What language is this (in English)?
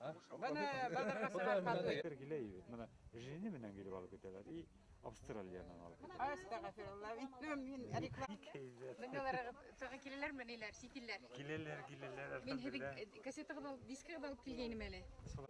Bashkir